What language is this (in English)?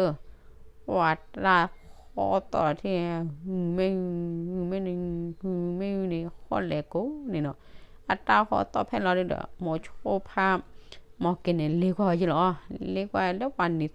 S'gaw Karen